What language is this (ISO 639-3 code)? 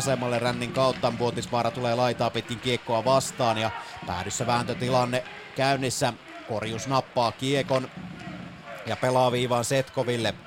fin